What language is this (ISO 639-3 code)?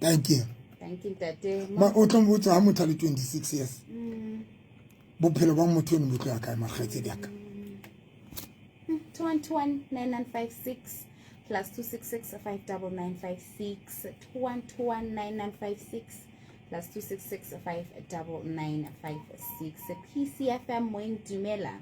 sot